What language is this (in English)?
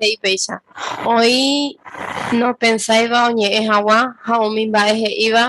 Guarani